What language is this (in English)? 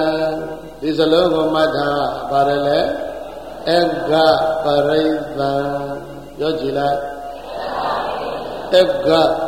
Burmese